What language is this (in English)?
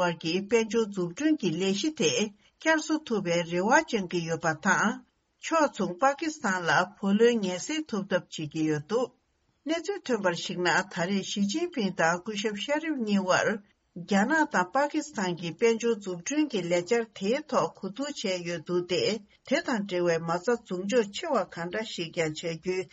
Tibetan